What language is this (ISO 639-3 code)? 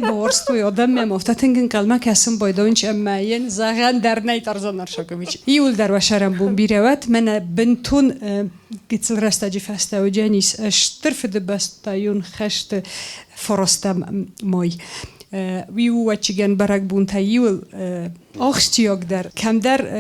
oss